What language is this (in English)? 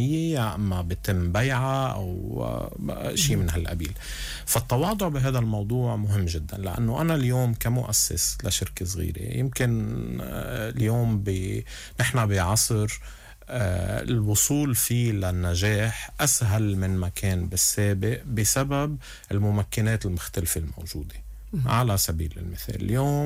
North Levantine Arabic